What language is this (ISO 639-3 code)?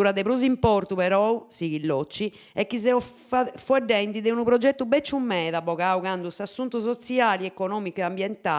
srd